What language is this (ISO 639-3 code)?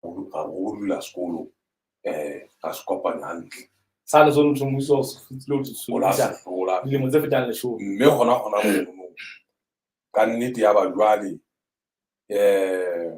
sot